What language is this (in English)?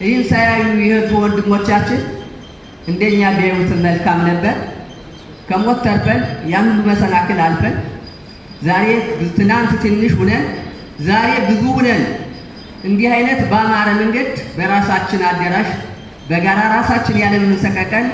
Amharic